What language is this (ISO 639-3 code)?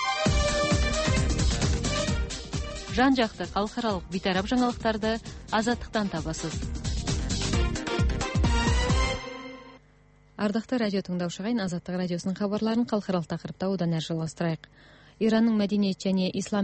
kaz